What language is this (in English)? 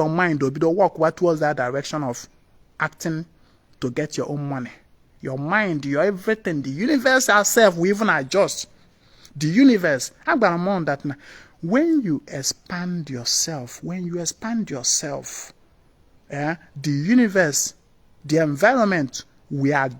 Igbo